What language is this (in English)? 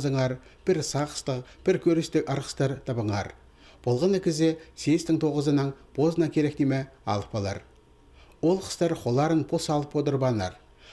Khakas